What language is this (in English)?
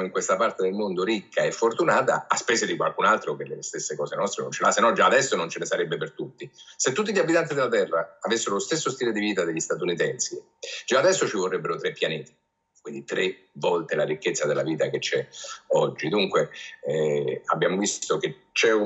Italian